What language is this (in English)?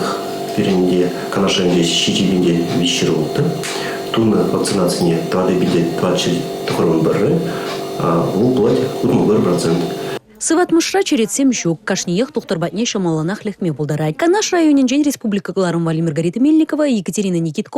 Chuvash